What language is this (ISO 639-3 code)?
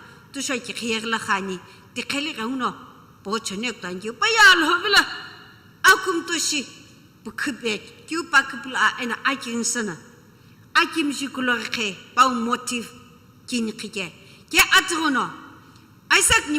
nsm